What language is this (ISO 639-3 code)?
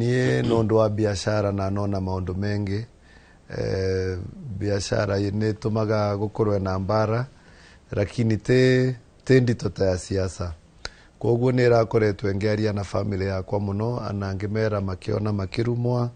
kik